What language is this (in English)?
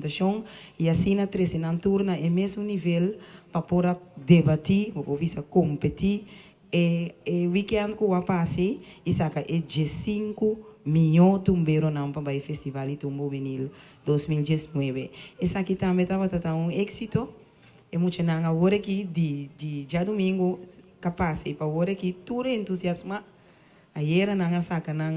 Papiamento